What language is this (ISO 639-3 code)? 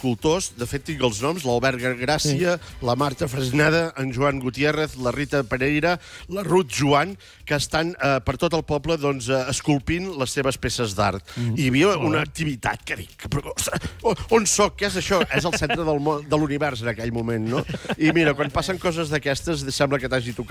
cat